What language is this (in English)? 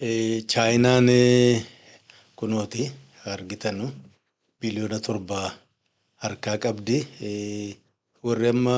Oromo